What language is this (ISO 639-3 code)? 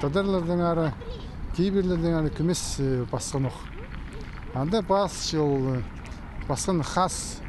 kjh